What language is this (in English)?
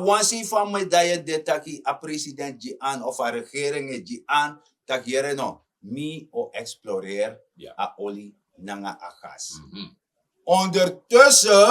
Sranan Tongo